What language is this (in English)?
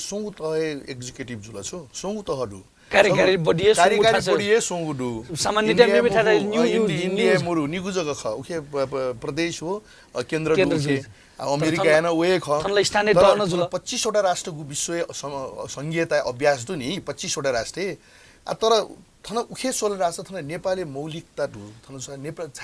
Newari